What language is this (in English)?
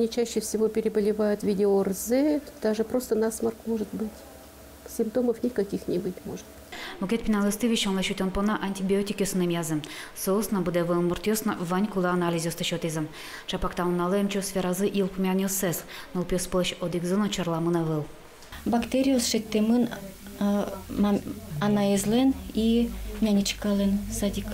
Udmurt